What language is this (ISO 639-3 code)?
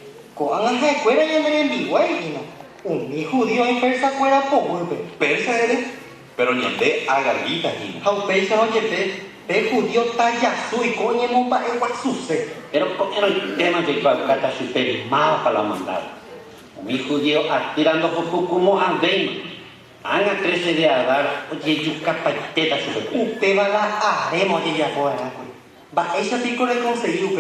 grn